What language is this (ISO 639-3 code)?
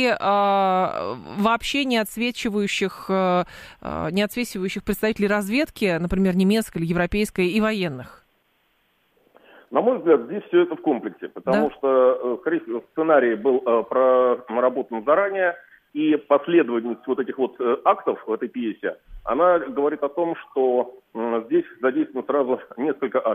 rus